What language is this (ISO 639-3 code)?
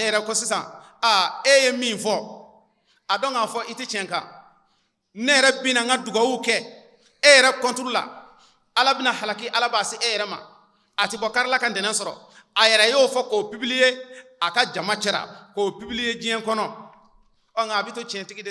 bam